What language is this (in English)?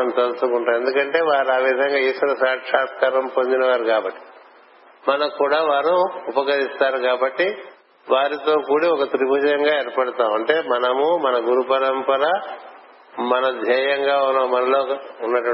Telugu